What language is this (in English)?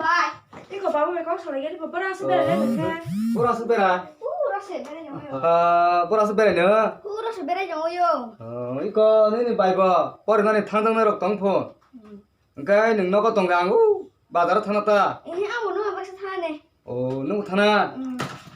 Kok Borok